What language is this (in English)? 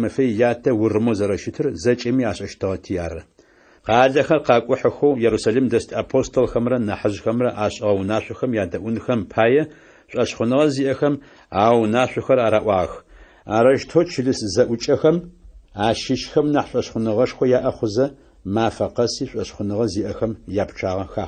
Adyghe